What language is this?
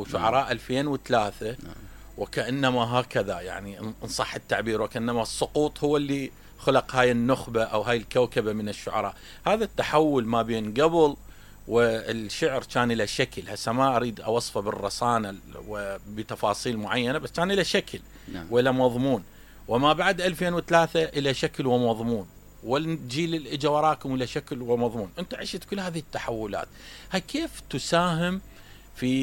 Mesopotamian Arabic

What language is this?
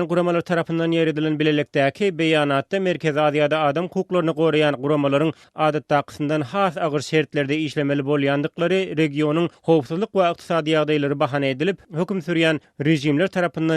Turkmen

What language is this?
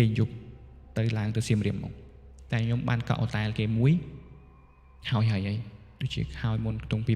Khmer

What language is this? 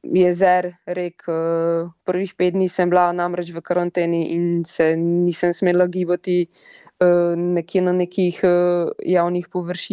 Slovenian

